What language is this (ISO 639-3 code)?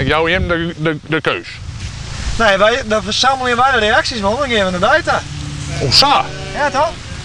fry